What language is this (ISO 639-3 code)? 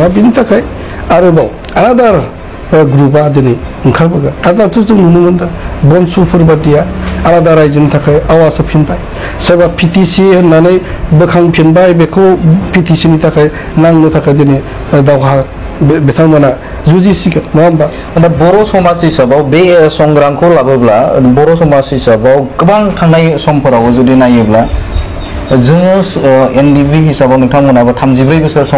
brx